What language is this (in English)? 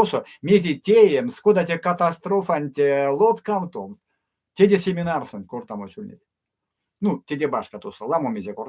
Erzya